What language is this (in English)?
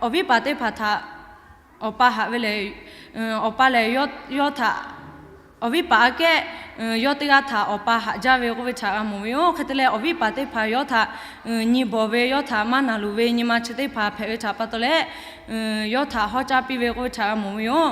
Lahu